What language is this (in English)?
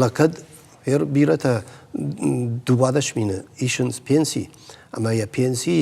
Ossetic